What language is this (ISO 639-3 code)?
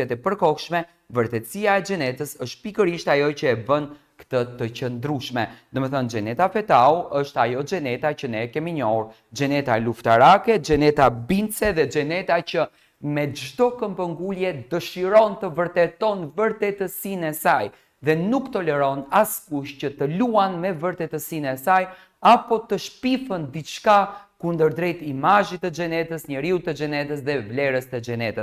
sqi